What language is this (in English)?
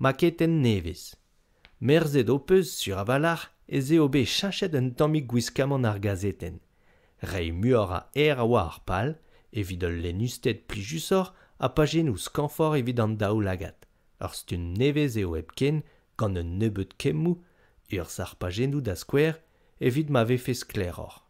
Breton